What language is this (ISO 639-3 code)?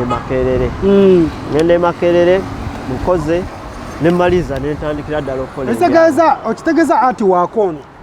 lug